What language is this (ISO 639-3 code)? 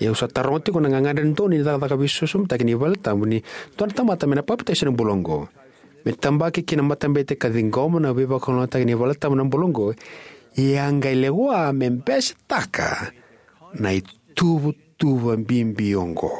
fij